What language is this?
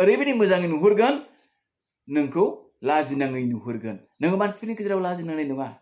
Bodo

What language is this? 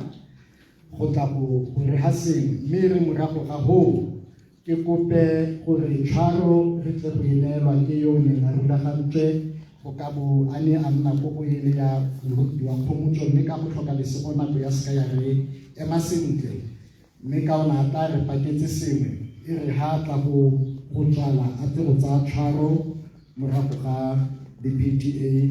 Tswana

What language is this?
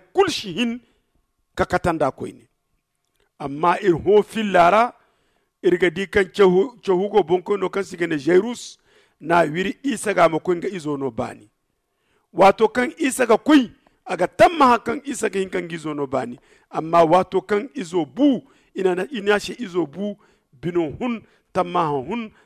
Zarma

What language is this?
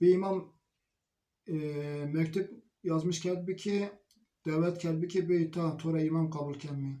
Zaza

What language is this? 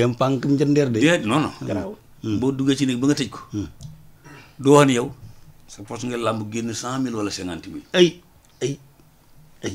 Wolof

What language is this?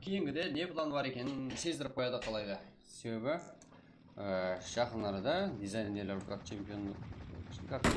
Kara-Kalpak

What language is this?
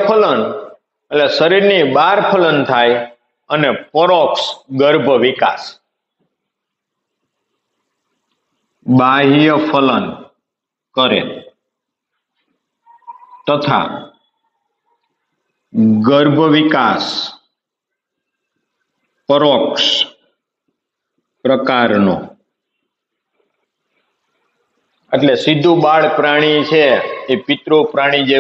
Gujarati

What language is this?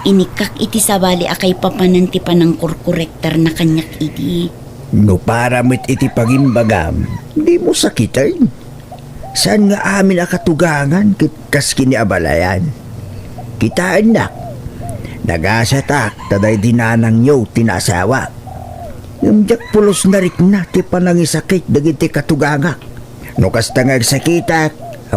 Iloko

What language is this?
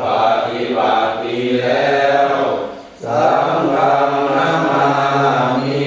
Pali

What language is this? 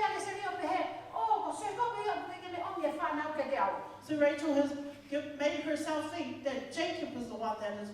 Tongan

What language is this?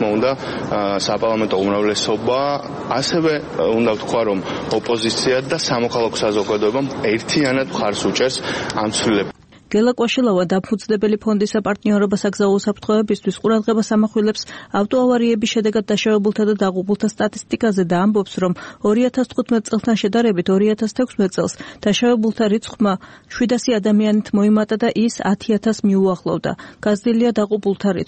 Georgian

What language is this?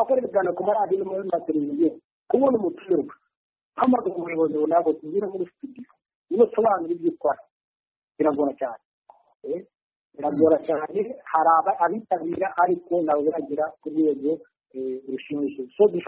Kinyarwanda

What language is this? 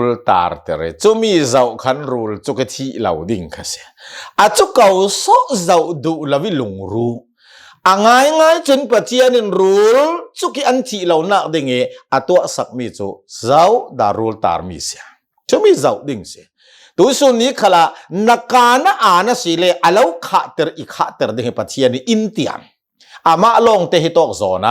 Hakha Chin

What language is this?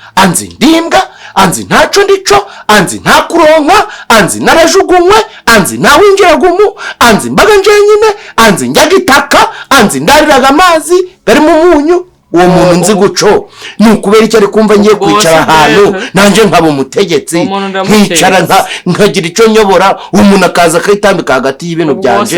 Kinyarwanda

